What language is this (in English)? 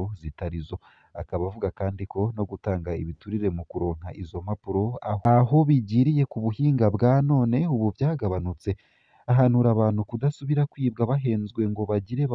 Rundi